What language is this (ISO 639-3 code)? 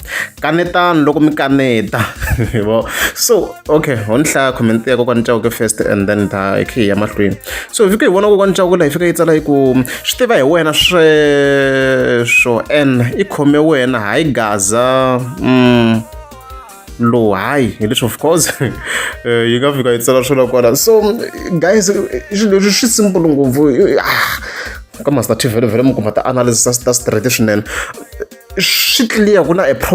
tso